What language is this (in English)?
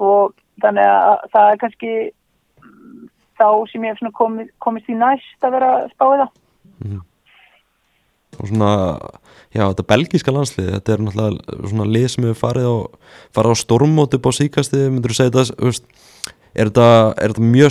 Icelandic